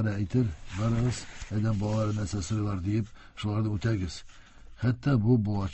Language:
Tatar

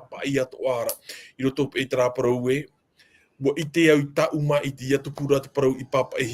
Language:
Tahitian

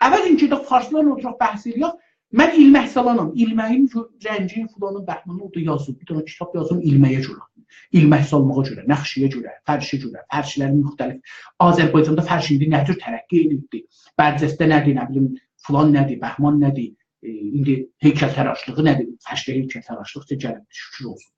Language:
South Azerbaijani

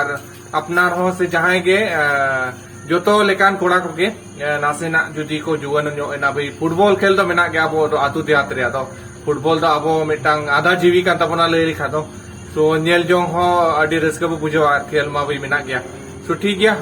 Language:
Santali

